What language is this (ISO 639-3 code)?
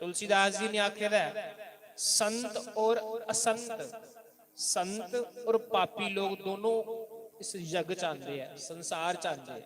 doi